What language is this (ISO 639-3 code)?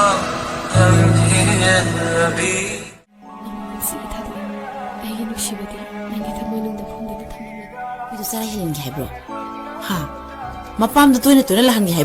mni